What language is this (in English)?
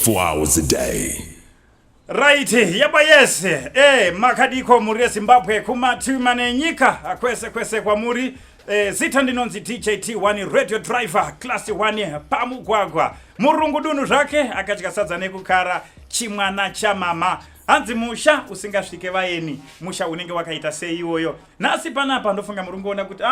Shona